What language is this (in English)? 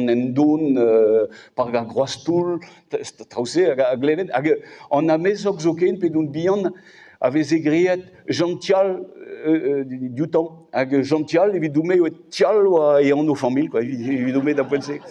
Breton